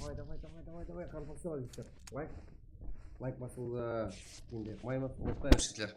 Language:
Kara-Kalpak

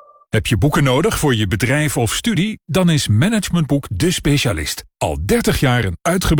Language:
Dutch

